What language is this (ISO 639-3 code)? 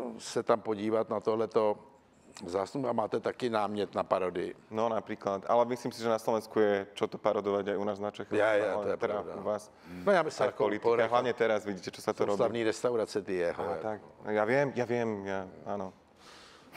ces